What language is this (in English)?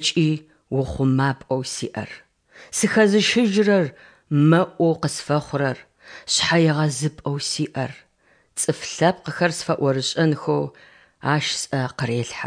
Adyghe